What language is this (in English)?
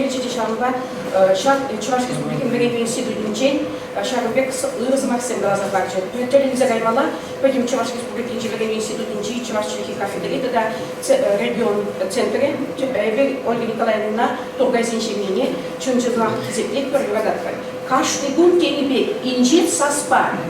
Chuvash